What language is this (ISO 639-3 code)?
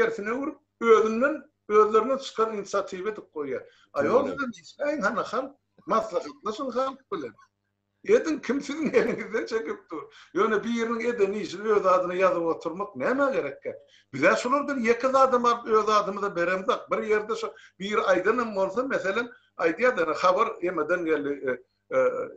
tuk